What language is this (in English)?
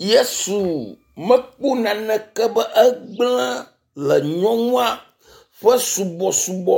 Ewe